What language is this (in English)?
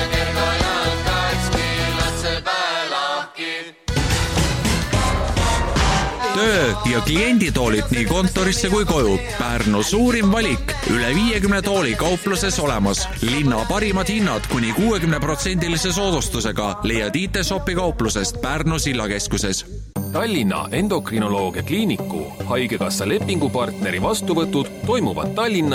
Estonian